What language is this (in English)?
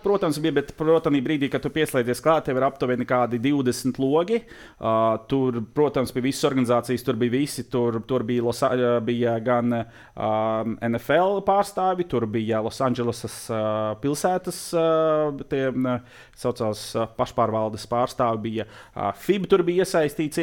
Latvian